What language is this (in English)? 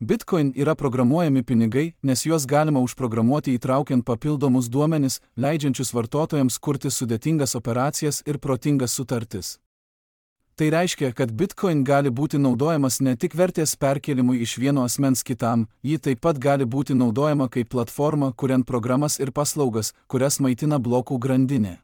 Lithuanian